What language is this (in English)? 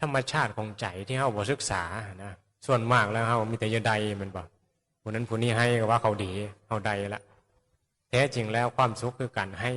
Northeastern Thai